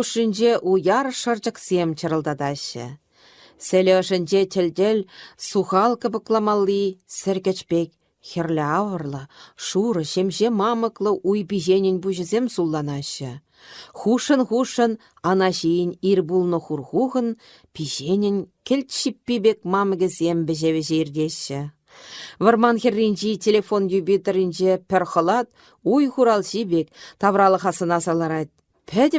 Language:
Chuvash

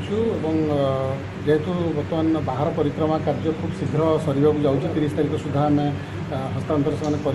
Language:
Odia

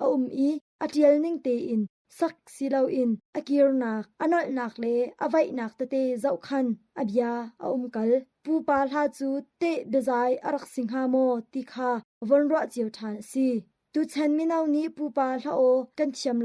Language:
Hakha Chin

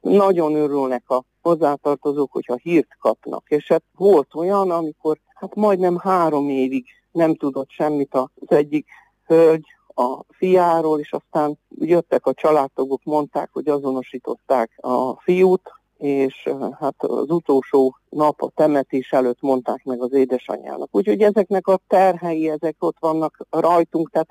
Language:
Hungarian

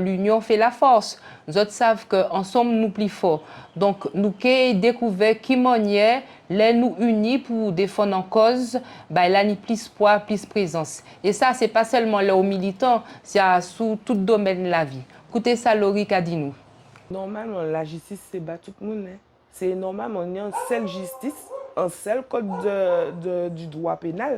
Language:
Guadeloupean Creole French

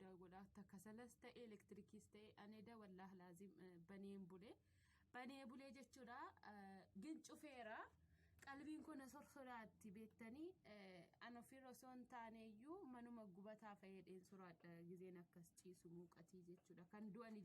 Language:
Oromo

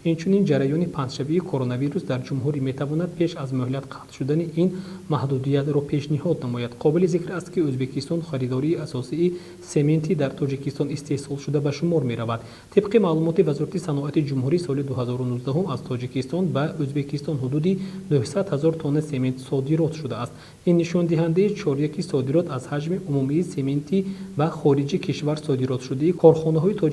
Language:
Tajik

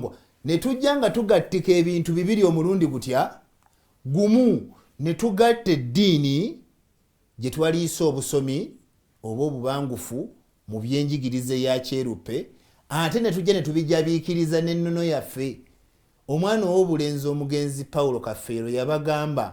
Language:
Ganda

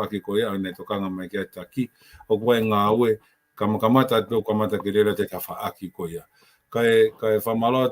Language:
Tongan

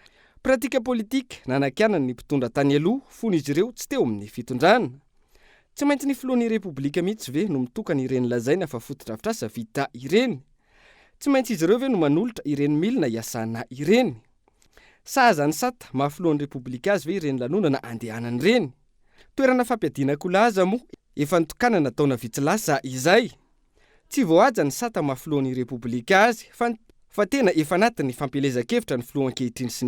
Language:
Malagasy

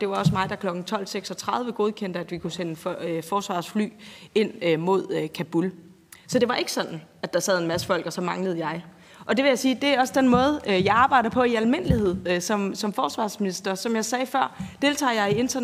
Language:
Danish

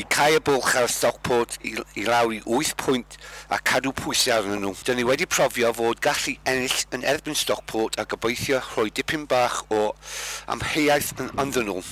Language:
Welsh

